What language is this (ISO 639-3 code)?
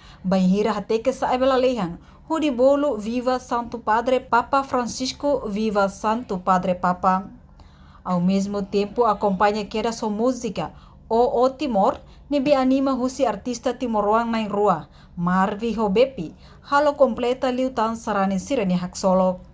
tet